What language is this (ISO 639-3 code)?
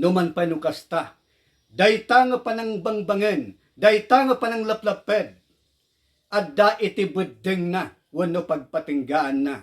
ilo